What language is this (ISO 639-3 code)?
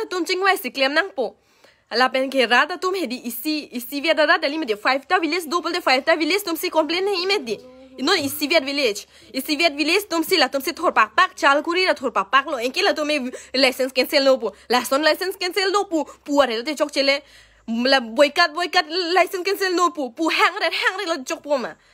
mjw